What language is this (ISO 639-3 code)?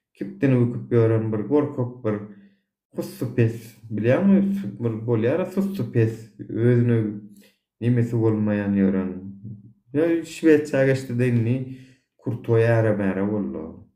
tuk